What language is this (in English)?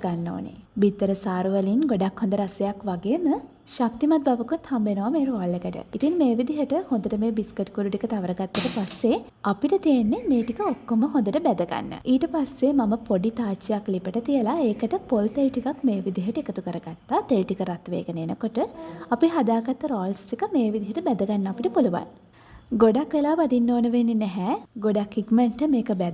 Sinhala